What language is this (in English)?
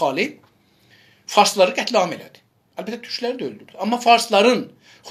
South Azerbaijani